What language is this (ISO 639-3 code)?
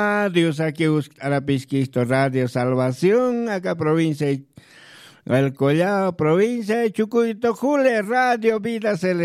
aym